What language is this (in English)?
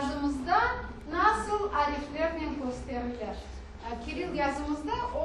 Crimean Tatar